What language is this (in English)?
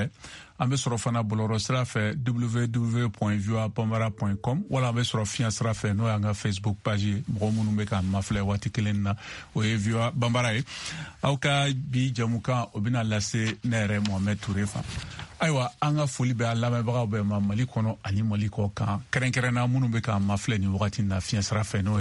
Bambara